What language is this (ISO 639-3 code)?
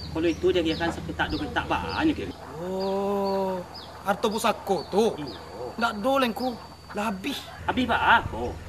min